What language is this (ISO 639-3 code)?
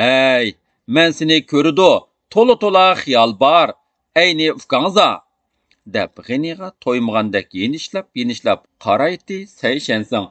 uig